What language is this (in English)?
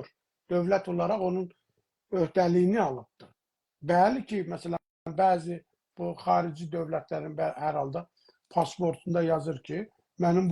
South Azerbaijani